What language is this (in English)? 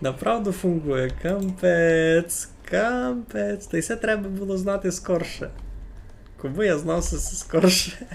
Rusyn